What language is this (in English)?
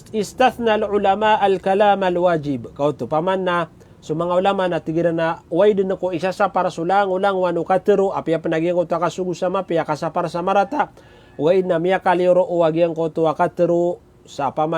Maranao